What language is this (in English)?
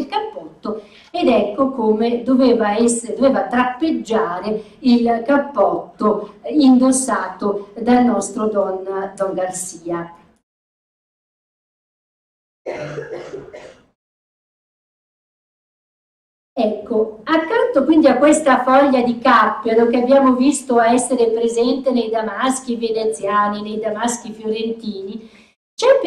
Italian